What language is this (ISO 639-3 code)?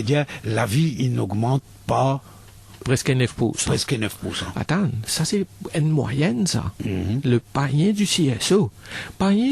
mfe